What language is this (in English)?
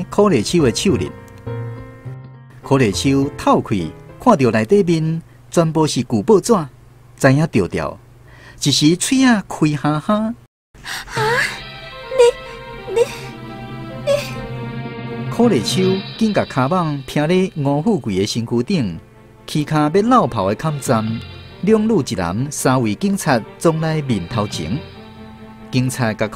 Min Nan Chinese